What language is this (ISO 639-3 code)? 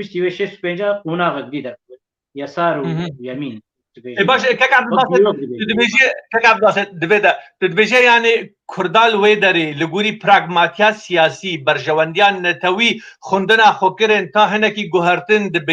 kur